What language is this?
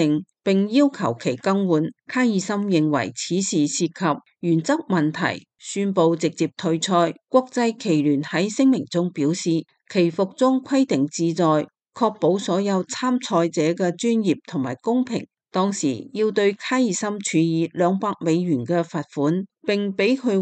Cantonese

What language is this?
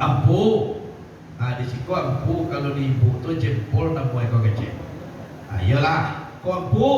Minangkabau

